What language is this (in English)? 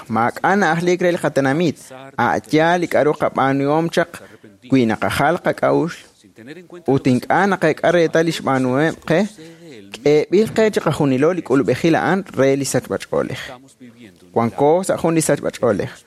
Kekchí